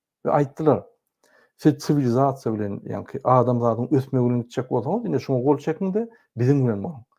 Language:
Turkmen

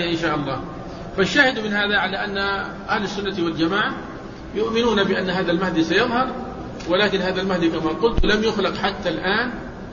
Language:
Arabic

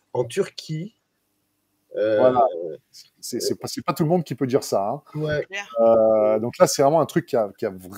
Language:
French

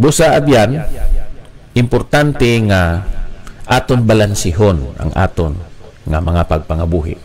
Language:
Hiligaynon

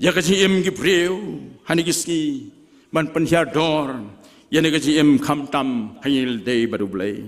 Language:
Khasi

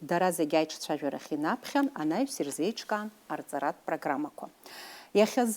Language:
Abkhazian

